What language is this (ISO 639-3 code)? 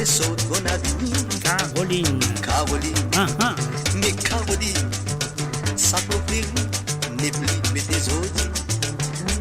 mfe